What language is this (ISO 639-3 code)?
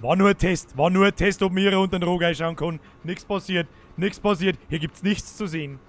bar